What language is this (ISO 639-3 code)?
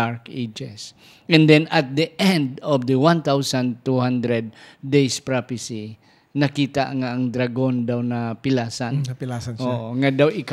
hil